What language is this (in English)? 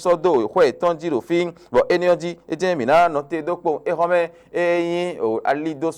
Fon